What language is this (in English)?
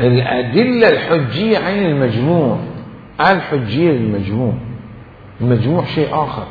Mesopotamian Arabic